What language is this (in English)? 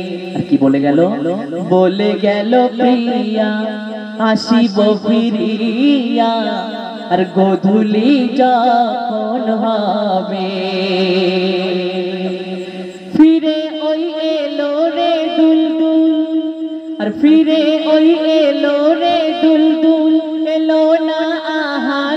Bangla